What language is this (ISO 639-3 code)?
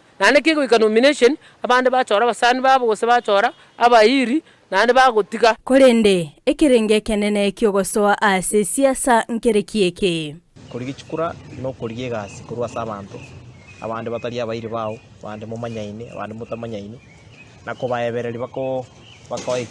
guz